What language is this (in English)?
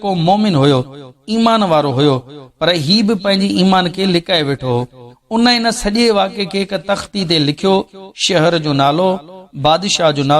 Sindhi